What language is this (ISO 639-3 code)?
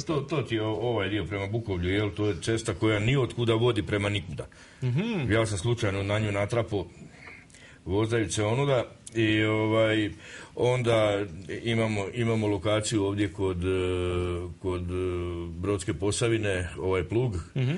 hrv